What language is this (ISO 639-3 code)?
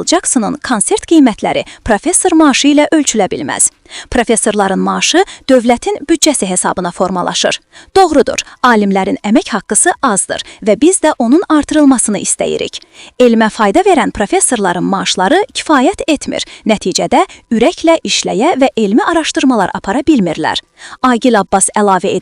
aze